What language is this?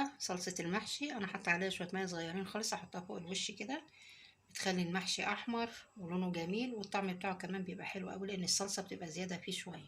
Egyptian Arabic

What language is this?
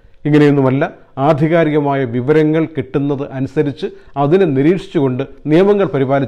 Malayalam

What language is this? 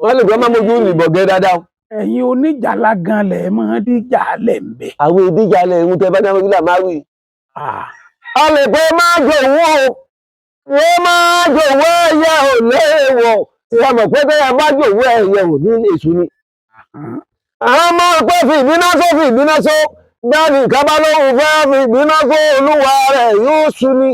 Yoruba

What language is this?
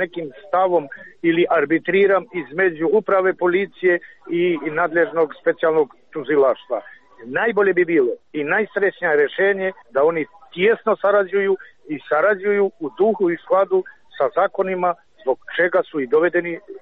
Serbian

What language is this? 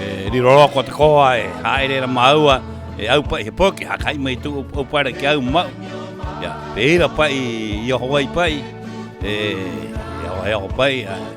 Rapanui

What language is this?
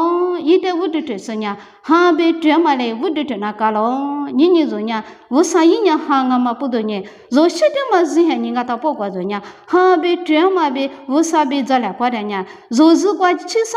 Lisu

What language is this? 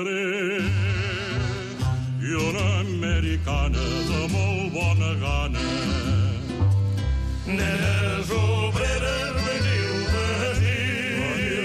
Catalan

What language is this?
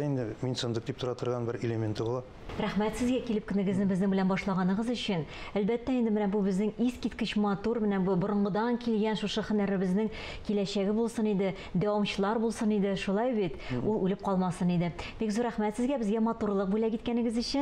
Tatar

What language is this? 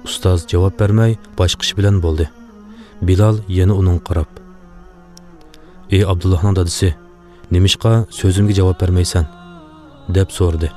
Uyghur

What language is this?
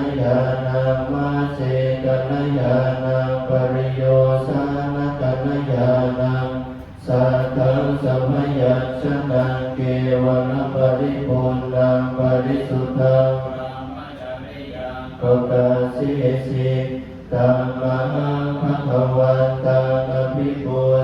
Pali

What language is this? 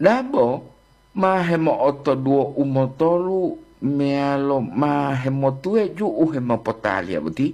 Gorontalo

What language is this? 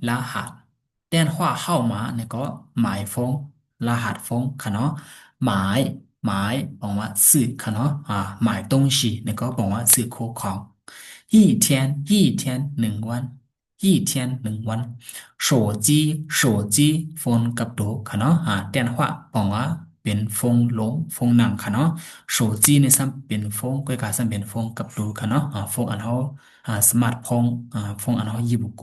Shan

